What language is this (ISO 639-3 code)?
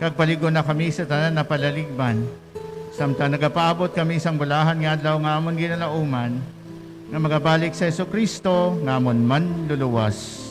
hil